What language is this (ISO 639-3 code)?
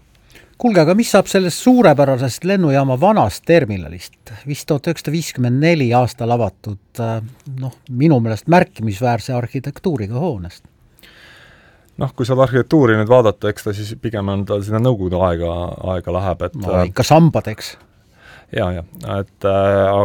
est